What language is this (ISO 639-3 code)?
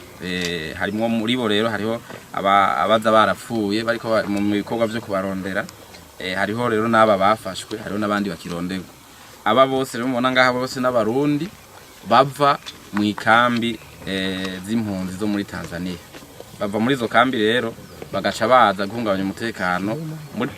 run